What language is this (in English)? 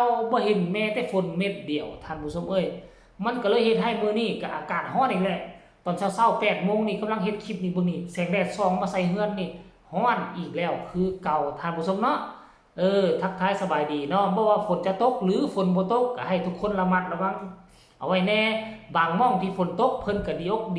Northeastern Thai